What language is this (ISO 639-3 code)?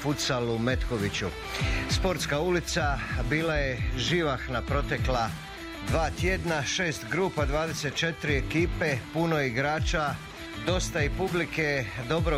hrv